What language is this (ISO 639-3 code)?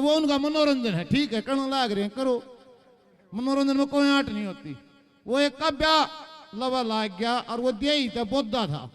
bgc